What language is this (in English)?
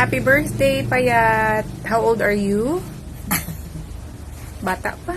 Cebuano